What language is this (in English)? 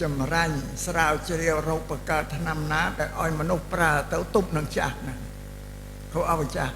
Khmer